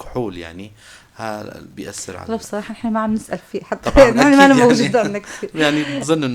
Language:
North Levantine Arabic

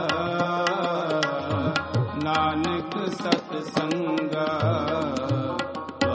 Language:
Punjabi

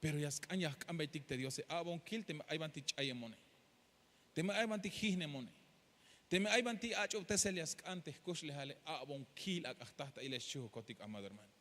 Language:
Tzeltal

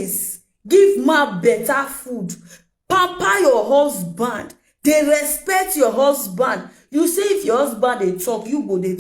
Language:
Nigerian Pidgin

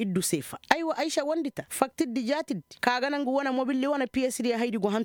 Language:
Koyraboro Senni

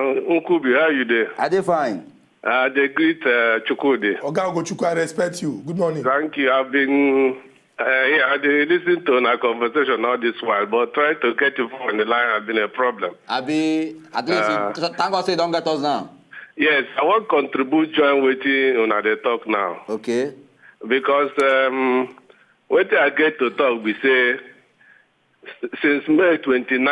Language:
Nigerian Pidgin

